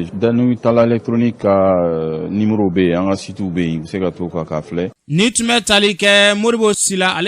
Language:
Bambara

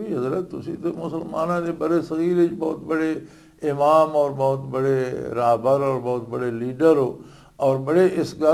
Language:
Western Panjabi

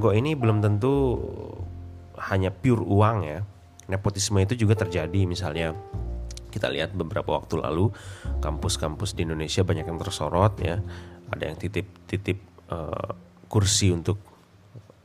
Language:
Indonesian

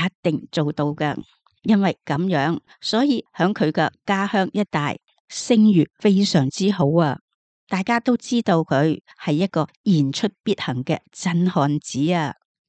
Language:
Cantonese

